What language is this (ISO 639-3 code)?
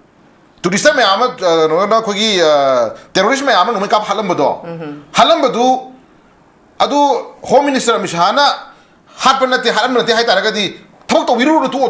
mni